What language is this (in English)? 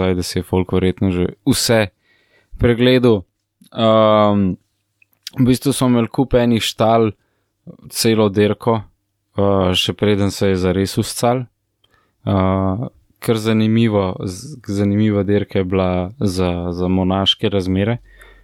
Slovenian